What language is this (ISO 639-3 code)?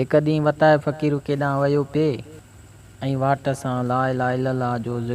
snd